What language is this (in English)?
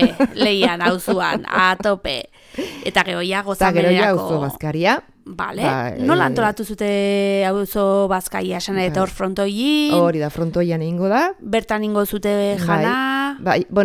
Basque